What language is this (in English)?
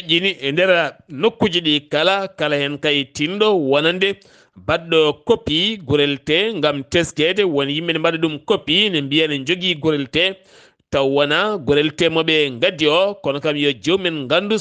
Fula